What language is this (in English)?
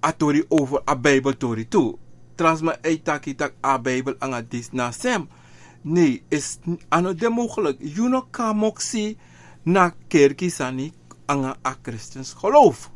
Sranan Tongo